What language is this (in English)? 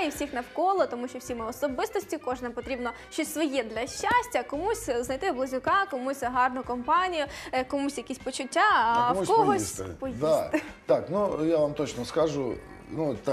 Ukrainian